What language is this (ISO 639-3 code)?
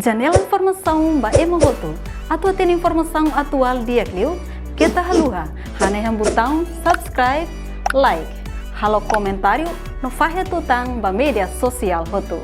tet